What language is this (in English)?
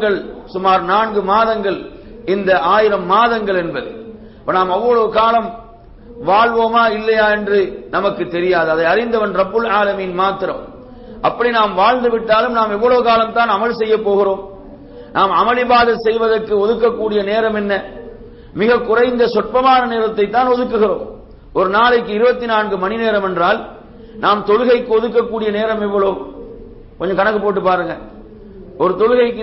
Tamil